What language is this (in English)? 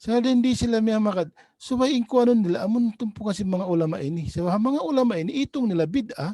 Tausug